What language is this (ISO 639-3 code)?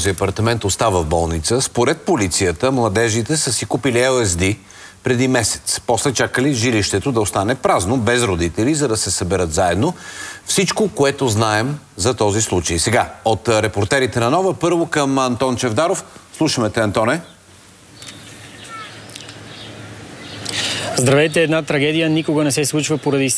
bul